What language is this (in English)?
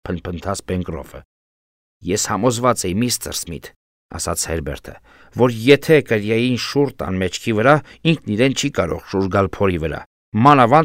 Armenian